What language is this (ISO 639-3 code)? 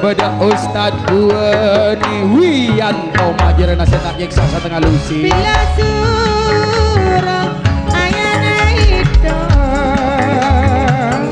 mad